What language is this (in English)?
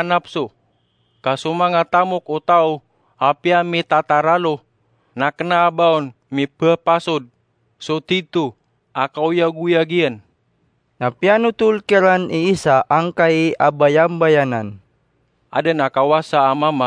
Maranao